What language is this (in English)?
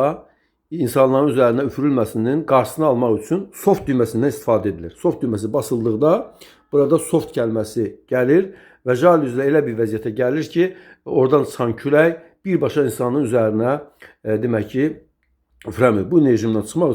Azerbaijani